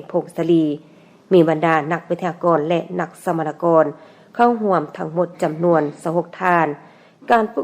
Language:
Lao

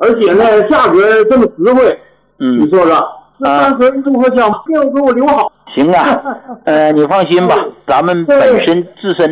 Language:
Chinese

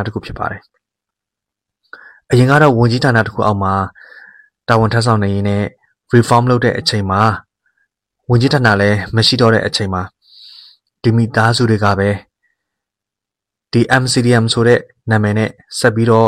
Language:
Burmese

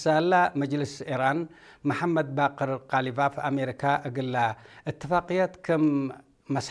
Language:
Tigre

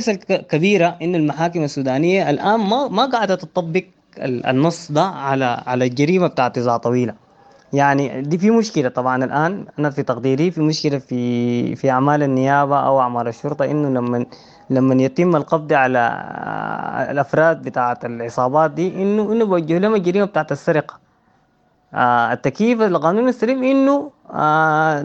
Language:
Sudanese Arabic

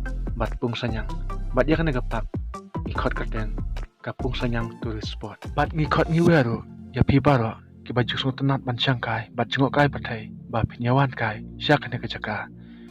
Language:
Khasi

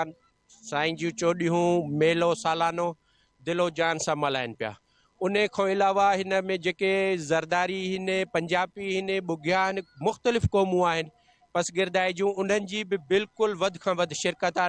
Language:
Sindhi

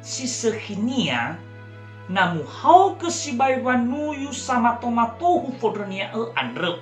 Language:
Nias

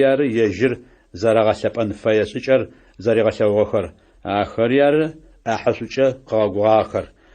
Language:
Adyghe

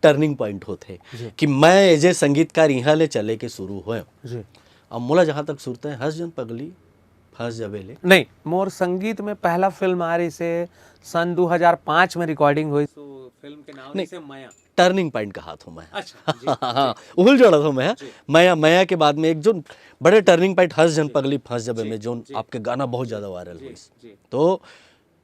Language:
Chhattisgarhi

